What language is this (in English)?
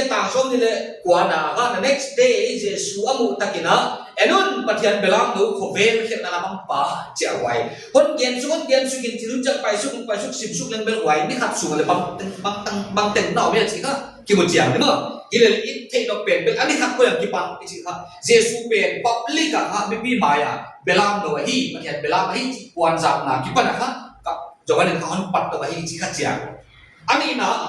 Paite Chin